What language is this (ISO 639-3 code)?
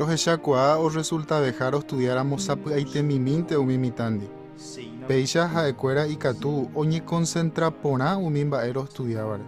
grn